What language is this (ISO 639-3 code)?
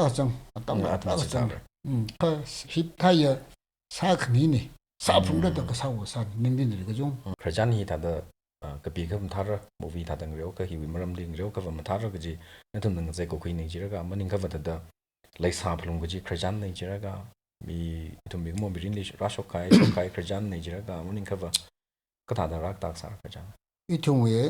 nmf